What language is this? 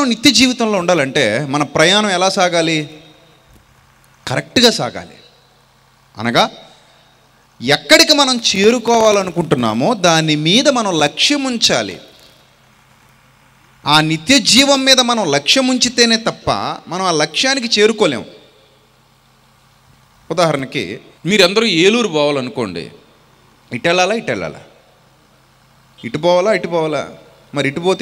Telugu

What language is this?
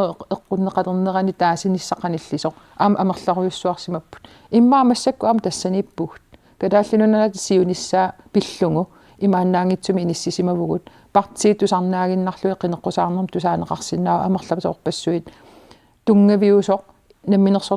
Kalaallisut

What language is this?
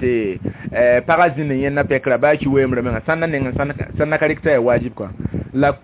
Mossi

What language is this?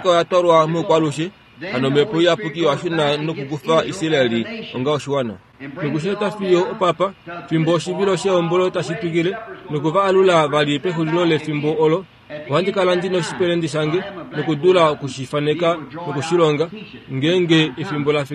Kuanyama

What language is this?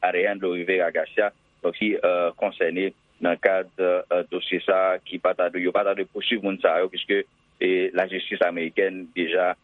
Haitian Creole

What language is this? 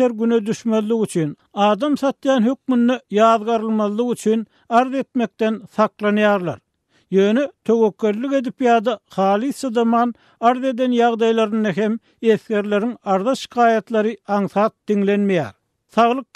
Turkmen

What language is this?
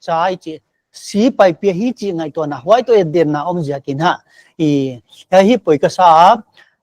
Paite Chin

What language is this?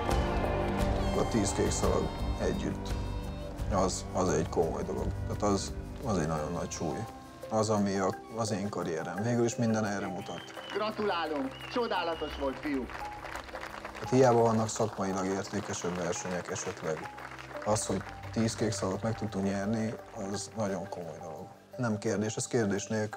Hungarian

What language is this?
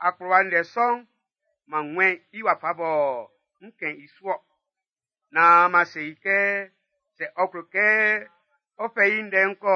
Baoulé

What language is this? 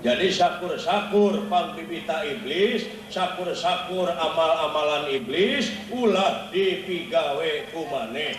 Sundanese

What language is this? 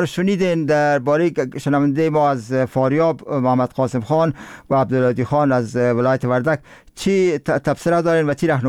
Persian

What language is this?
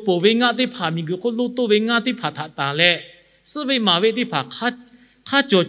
Lahu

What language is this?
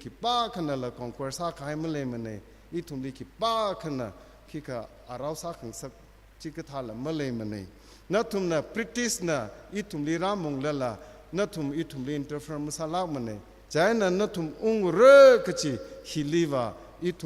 Tangkhul Naga (India)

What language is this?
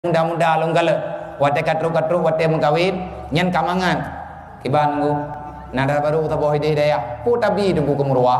Achinese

